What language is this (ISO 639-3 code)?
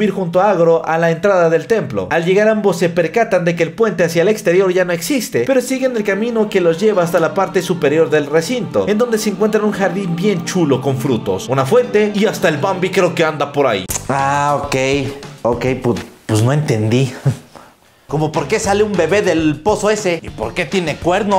spa